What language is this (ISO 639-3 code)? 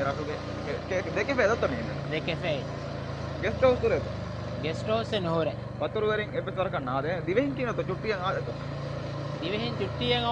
div